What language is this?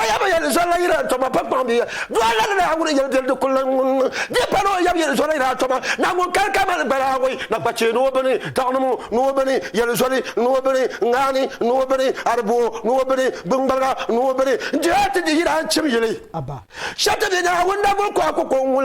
Dagbani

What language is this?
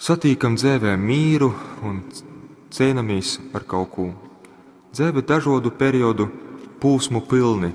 Latgalian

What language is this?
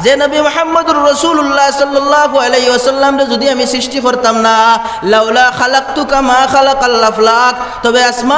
Sylheti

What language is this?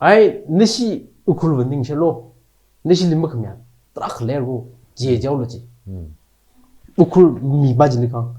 Tangkhul Naga (India)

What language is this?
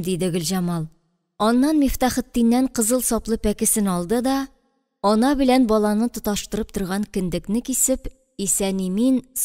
Tatar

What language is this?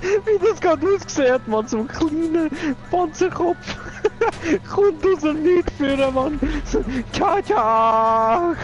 Swiss German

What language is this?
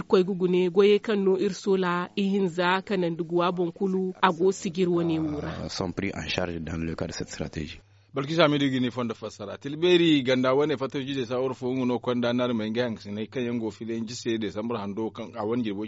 Zarma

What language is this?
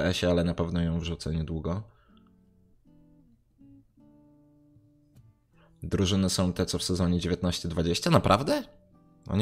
Polish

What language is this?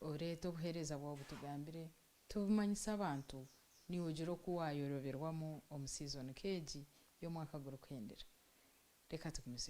Nyankole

